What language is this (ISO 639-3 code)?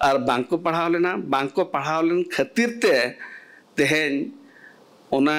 sat